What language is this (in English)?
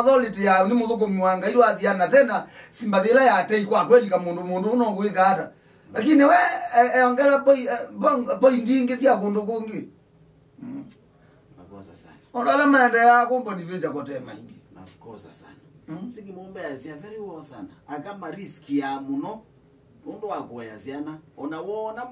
Kamba